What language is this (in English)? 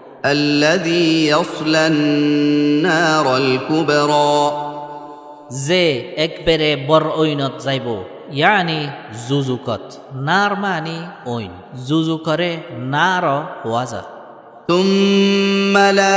Rohingya